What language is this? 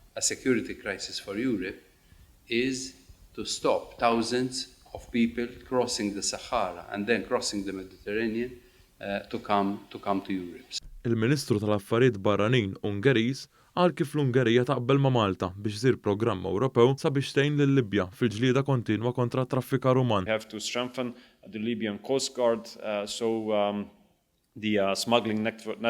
Maltese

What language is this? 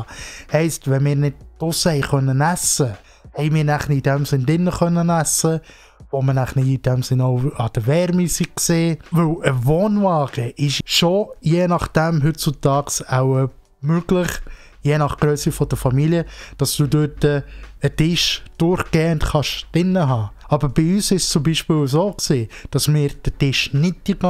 Swiss German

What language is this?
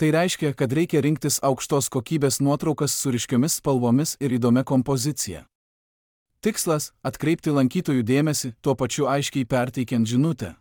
Lithuanian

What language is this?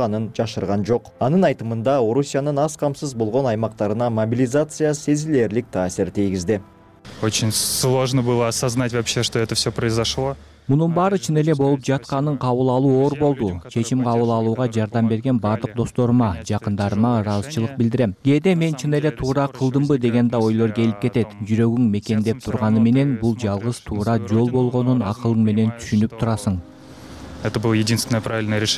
Kyrgyz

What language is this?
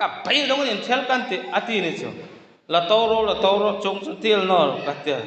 Hmar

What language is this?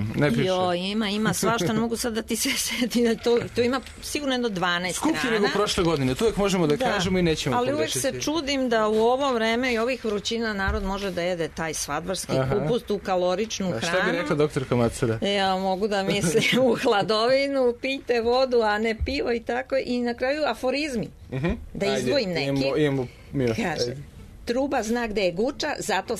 Serbian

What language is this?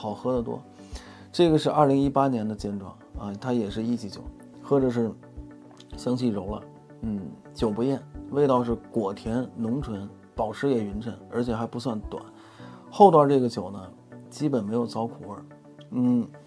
Chinese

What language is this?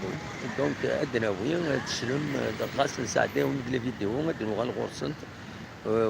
Kabyle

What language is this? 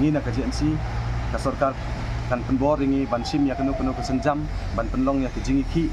Khasi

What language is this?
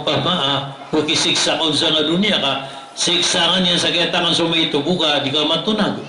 Maranao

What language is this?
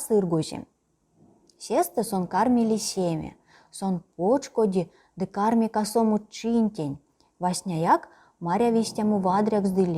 Erzya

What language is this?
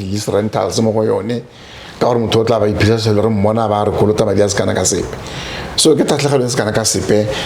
Tswana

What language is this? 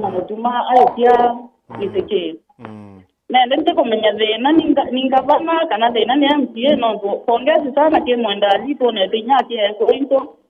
Meru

